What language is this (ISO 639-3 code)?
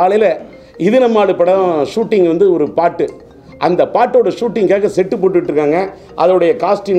tam